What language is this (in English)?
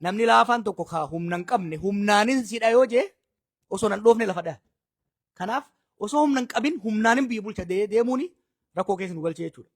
Oromo